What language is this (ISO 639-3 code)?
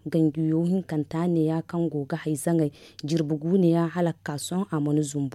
dje